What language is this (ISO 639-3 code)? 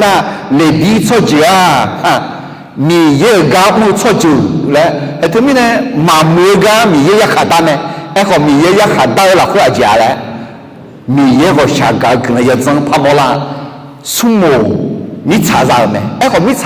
ahk